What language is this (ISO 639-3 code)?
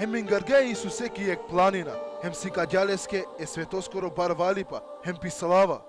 rmn